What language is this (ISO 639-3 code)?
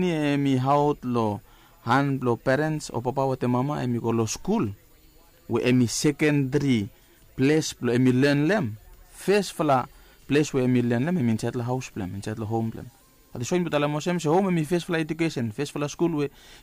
bis